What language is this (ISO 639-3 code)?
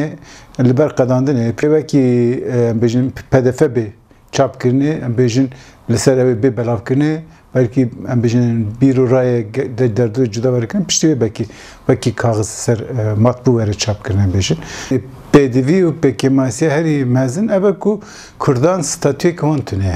kur